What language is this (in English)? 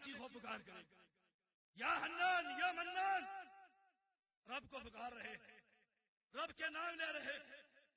Urdu